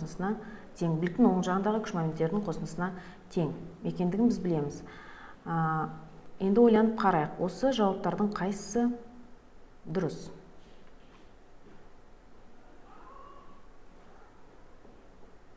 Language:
Kazakh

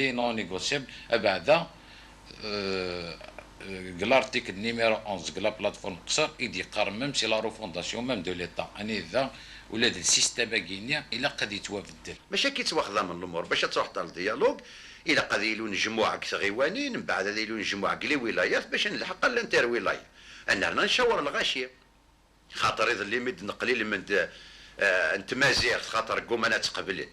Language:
Kabyle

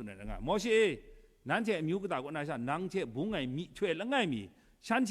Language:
Kachin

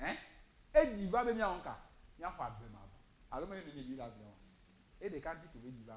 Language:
Ewe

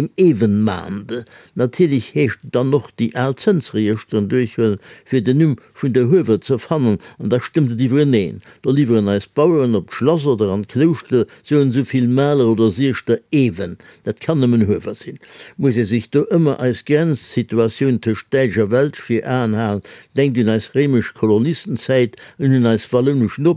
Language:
Luxembourgish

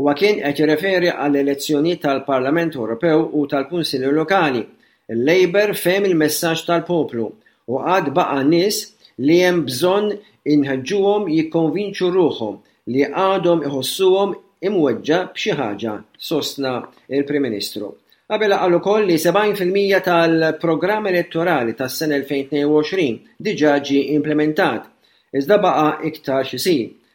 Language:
Maltese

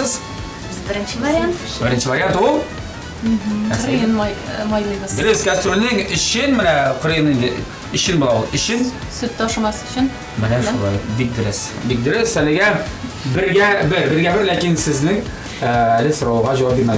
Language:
Tatar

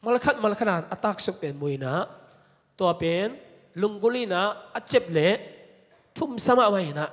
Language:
Tedim Chin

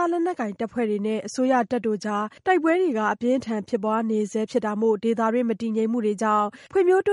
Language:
Burmese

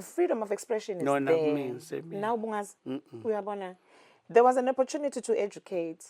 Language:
Zulu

